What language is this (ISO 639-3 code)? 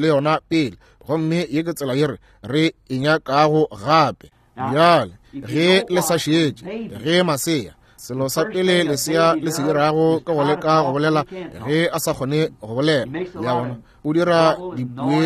nso